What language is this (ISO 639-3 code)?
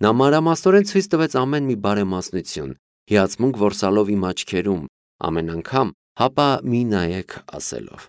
hye